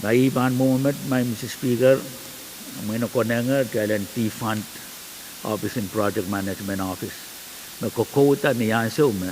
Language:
Pohnpeian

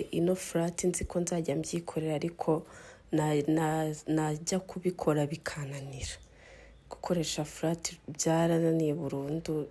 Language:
Kinyarwanda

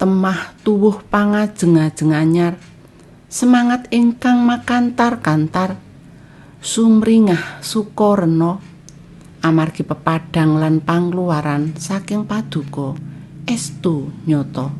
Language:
Javanese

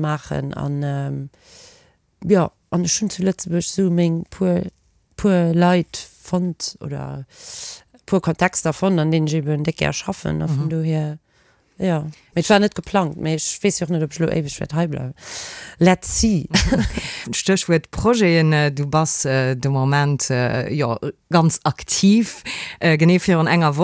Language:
Luxembourgish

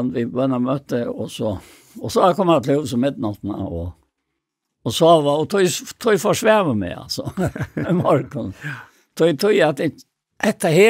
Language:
Faroese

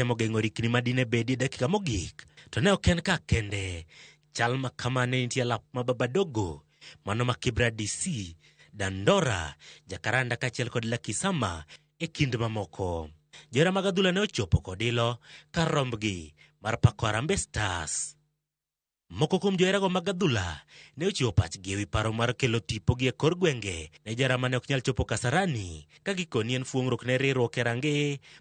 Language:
Luo (Kenya and Tanzania)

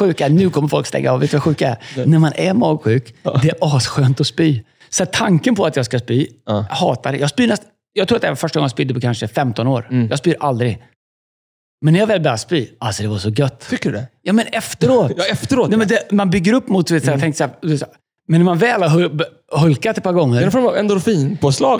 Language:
Swedish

